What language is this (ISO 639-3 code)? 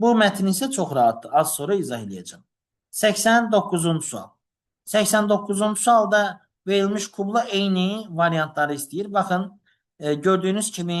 aze